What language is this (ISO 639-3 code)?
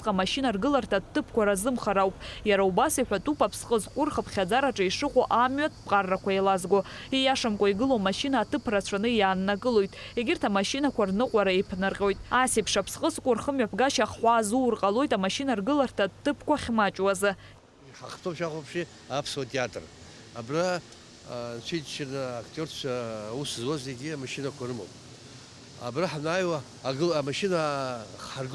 abk